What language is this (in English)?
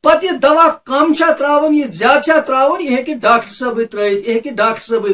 Kashmiri